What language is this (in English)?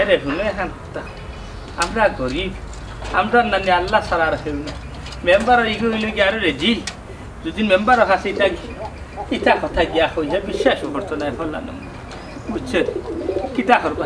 Sylheti